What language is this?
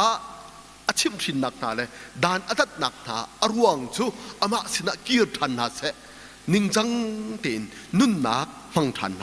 Hakha Chin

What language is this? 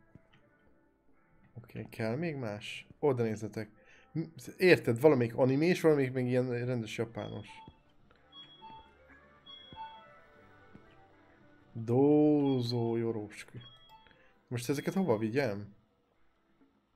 Hungarian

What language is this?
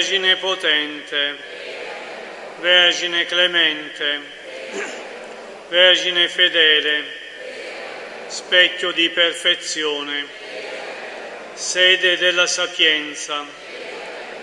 Italian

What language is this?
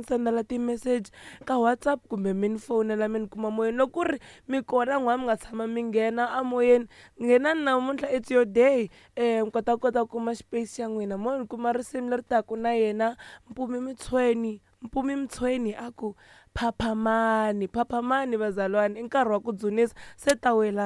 Tsonga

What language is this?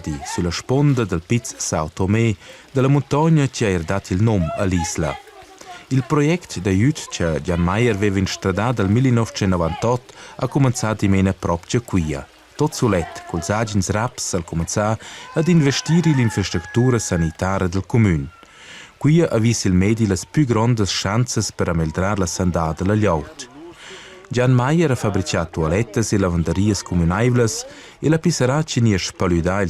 Romansh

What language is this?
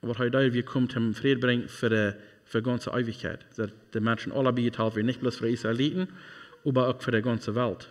Plautdietsch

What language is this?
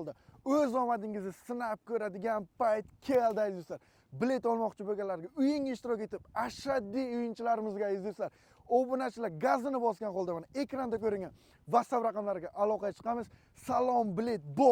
Uzbek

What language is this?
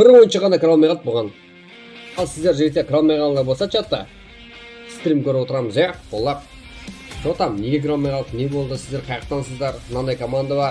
Kara-Kalpak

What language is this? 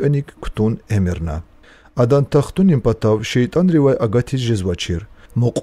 Lezghian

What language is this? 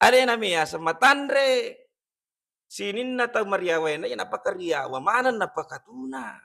Buginese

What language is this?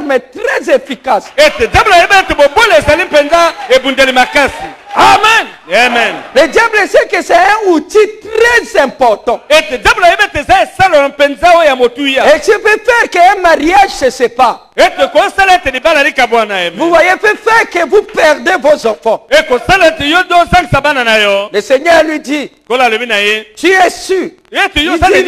French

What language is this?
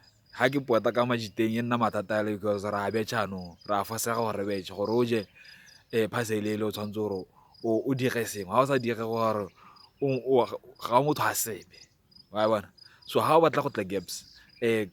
Tswana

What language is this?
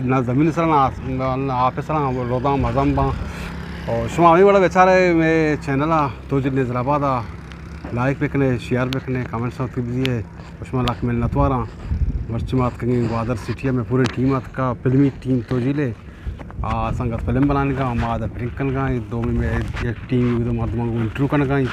Eastern Balochi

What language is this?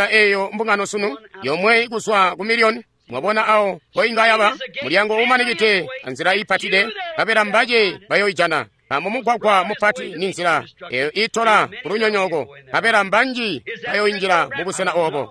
Tonga (Zambia)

